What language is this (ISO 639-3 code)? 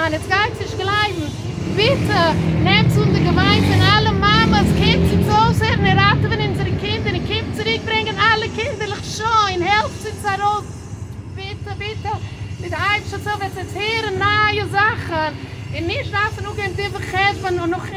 yid